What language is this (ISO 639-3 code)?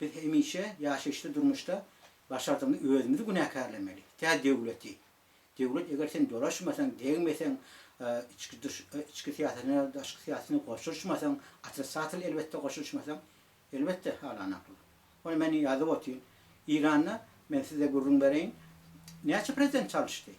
tuk